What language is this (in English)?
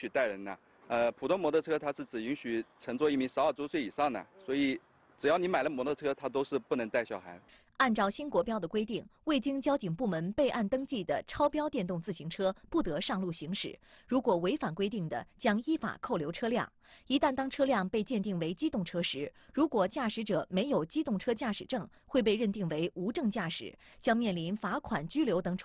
Chinese